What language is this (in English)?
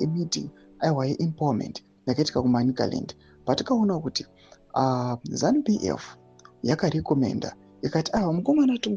Shona